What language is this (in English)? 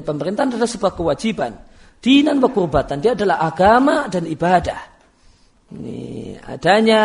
Indonesian